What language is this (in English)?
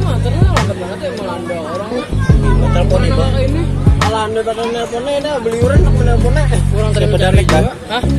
Banjar